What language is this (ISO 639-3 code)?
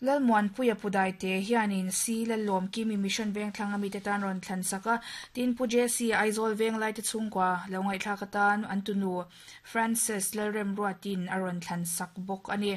lus